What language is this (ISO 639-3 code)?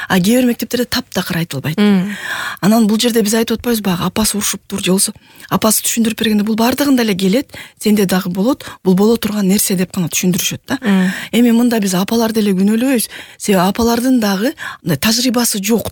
kir